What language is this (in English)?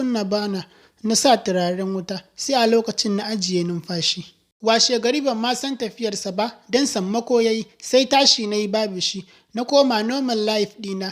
Hausa